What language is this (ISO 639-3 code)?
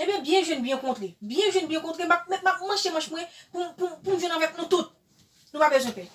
hat